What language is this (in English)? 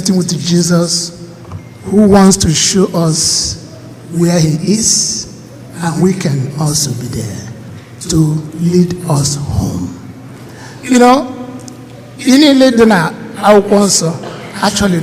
Igbo